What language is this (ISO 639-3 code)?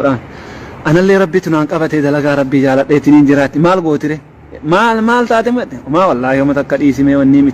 orm